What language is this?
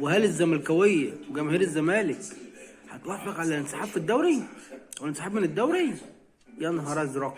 Egyptian Arabic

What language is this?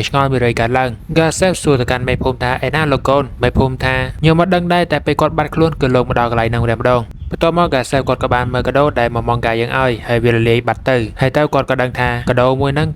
Khmer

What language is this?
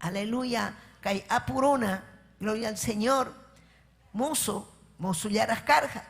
Ayacucho Quechua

